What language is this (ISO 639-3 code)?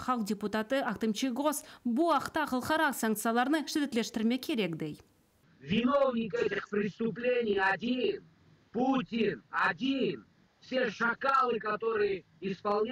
crh